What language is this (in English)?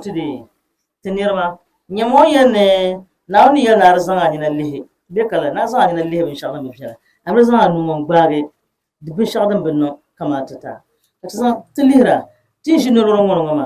Dagbani